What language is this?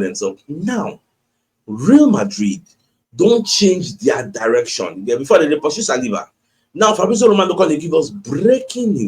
Nigerian Pidgin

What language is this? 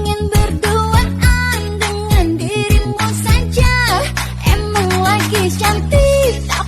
Manado Malay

